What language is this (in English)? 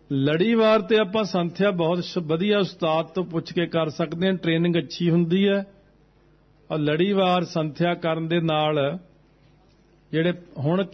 Punjabi